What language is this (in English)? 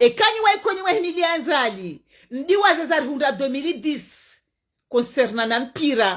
Ngazidja Comorian